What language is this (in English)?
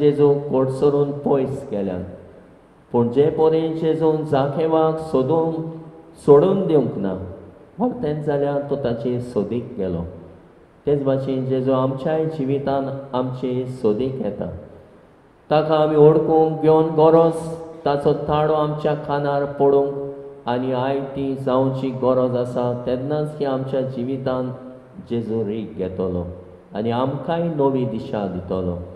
Konkani